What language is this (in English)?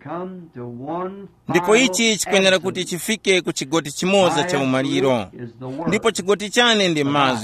Tumbuka